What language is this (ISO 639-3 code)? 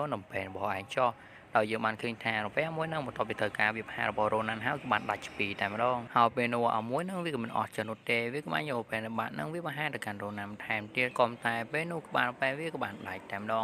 khm